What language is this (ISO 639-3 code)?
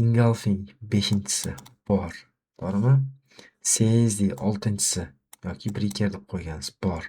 uzb